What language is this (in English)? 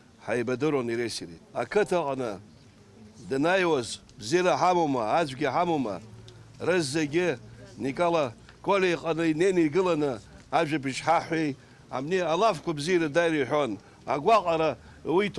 Abkhazian